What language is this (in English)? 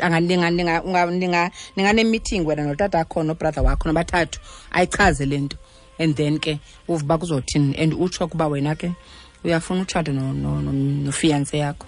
Xhosa